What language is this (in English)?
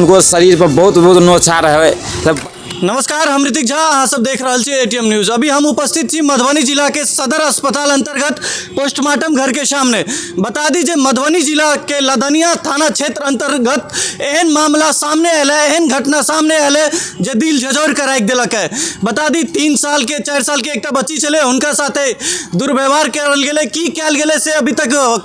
Maithili